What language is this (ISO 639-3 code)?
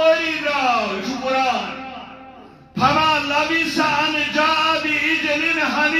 kas